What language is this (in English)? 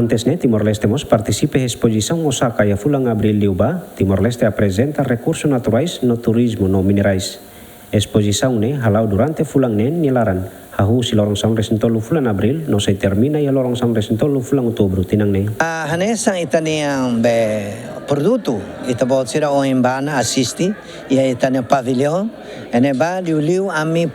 Tetum